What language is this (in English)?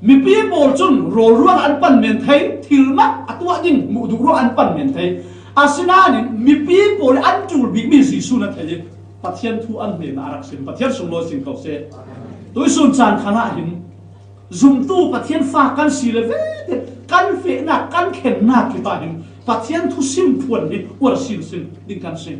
Falam Chin